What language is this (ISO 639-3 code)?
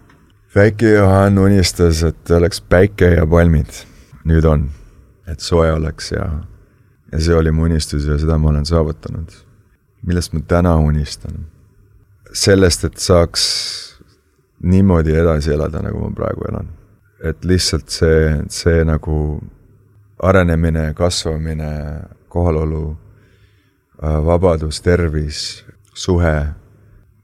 est